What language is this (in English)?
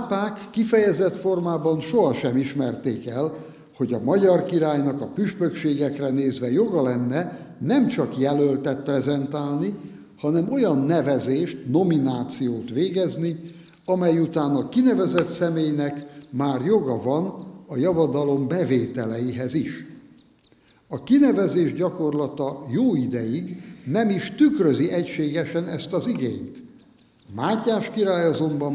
Hungarian